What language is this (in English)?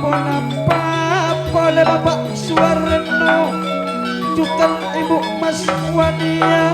Madurese